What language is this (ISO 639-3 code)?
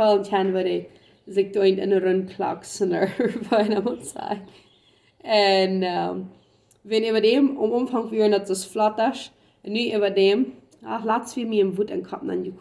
pdt